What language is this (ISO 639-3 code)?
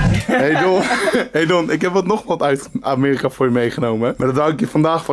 nld